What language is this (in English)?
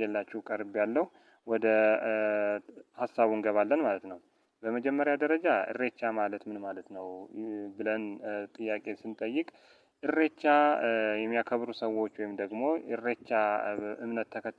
Amharic